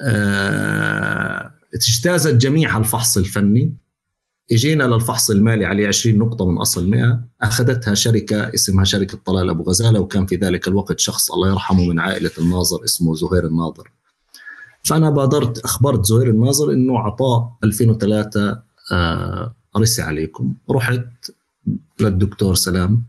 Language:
North Levantine Arabic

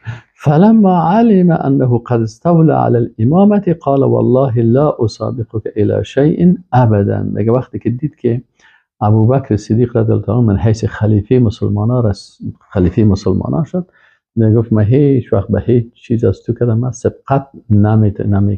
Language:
Persian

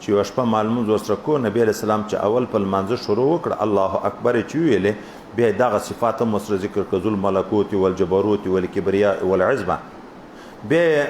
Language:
Pashto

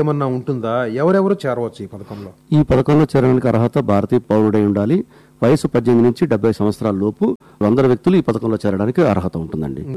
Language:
Telugu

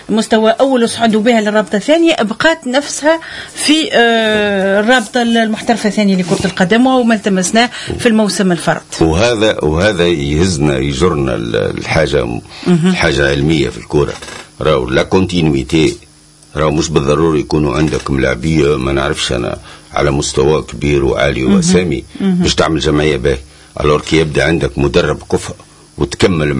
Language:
Tunisian Arabic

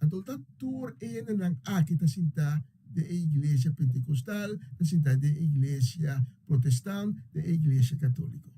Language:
Papiamento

